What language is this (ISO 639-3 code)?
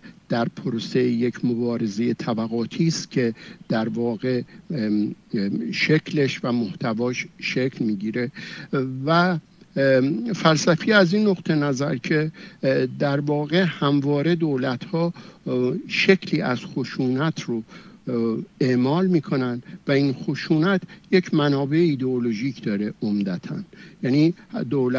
fas